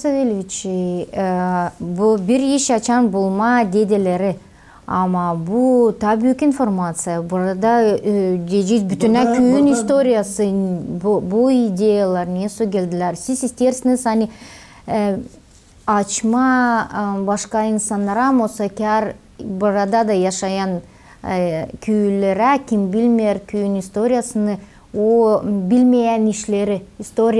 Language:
Gagauz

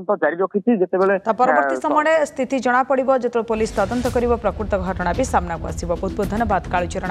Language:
Odia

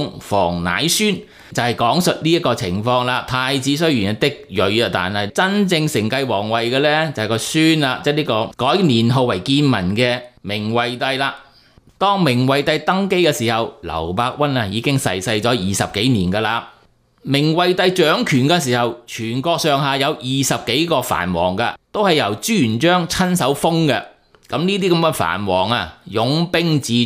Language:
Cantonese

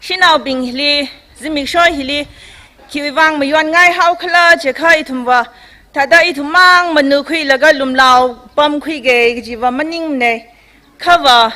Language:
Tangkhul Naga (India)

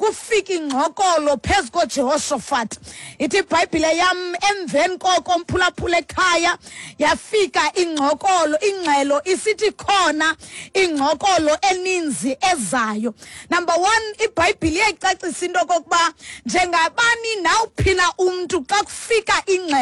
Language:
Xhosa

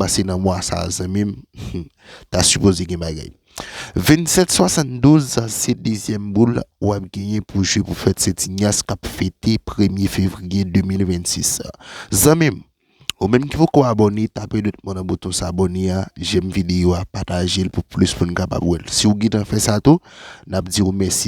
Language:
Haitian Creole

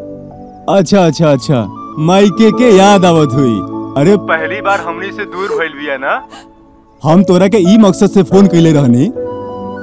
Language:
Bhojpuri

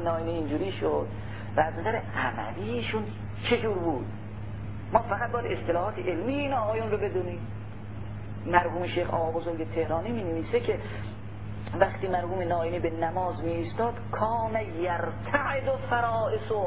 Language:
Persian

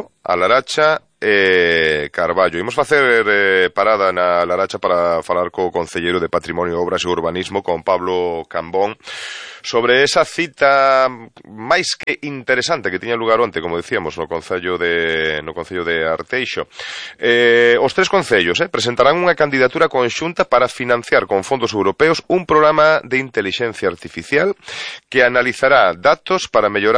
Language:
Galician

